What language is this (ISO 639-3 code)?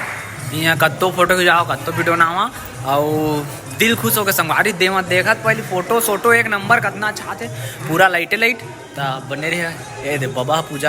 hne